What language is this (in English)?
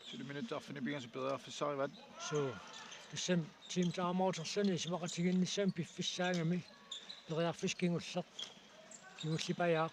Kalaallisut